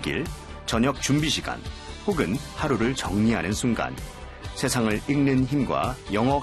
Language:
Korean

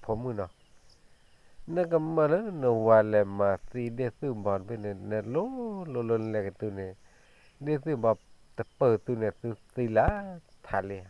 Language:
S'gaw Karen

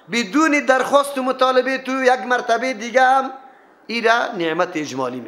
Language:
Persian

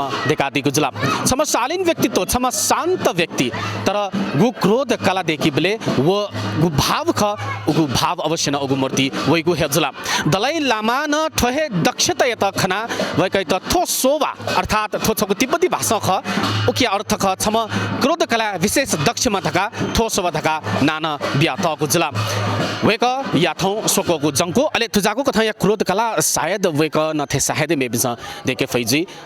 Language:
Newari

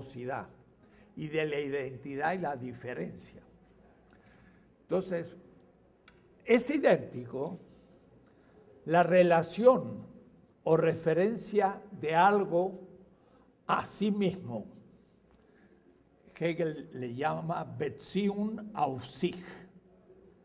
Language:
Spanish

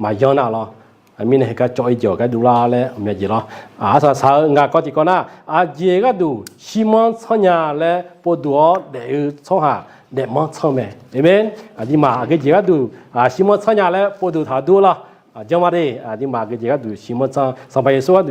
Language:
Akha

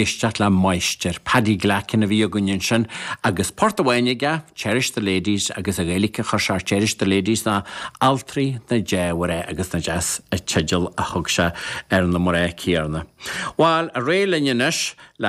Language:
Irish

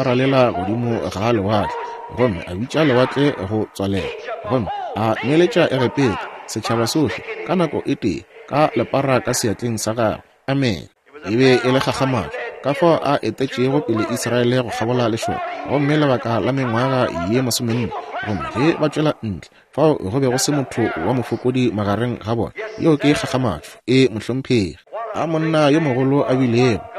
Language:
Northern Sotho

